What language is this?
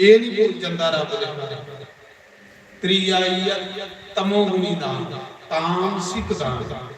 Dogri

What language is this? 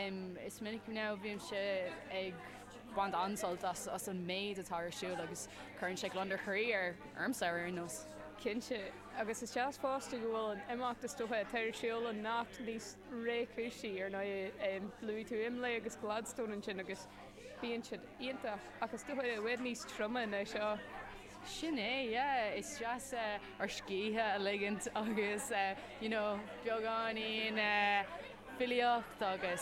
Irish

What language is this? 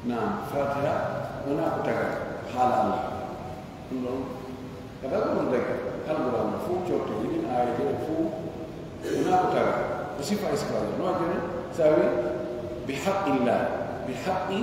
Pular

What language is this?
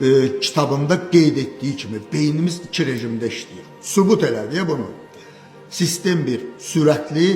Azerbaijani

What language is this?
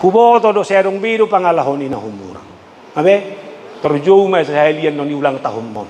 Batak Toba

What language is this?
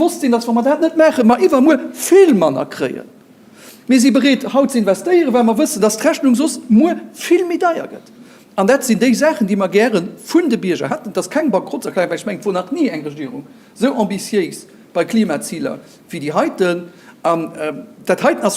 Luxembourgish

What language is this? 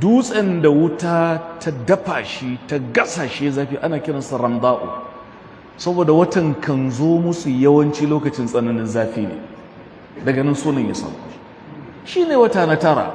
Hausa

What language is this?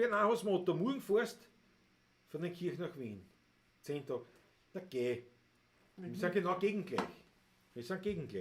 Bavarian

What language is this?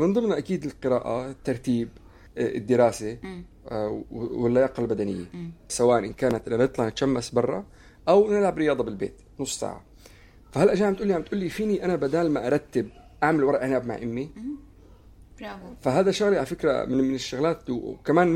North Levantine Arabic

